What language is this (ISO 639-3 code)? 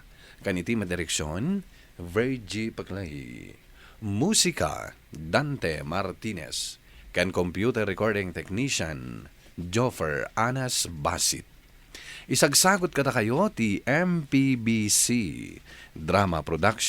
ilo